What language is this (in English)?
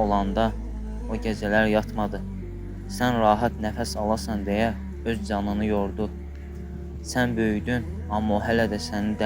Azerbaijani